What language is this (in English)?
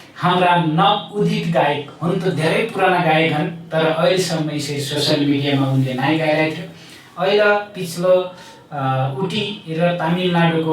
Nepali